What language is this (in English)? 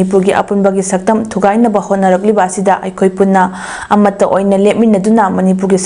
Manipuri